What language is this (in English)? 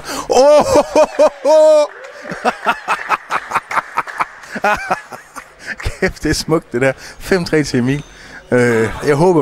Danish